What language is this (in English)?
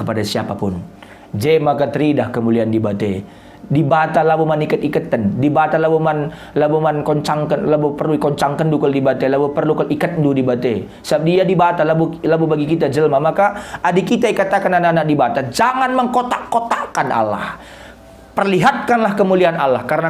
Batak Karo